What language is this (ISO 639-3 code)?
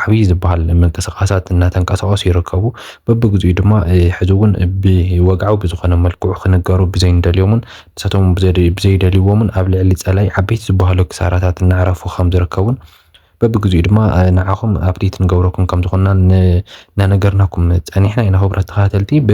tir